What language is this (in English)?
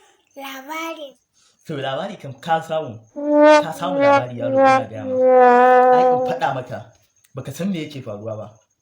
Hausa